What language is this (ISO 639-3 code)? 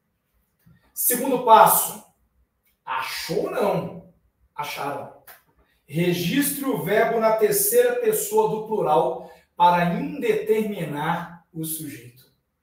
por